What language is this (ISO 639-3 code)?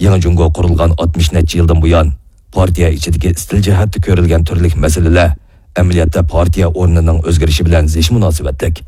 uig